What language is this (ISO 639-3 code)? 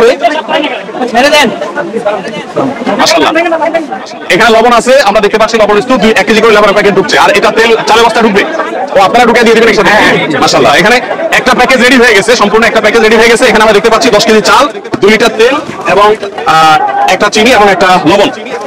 ben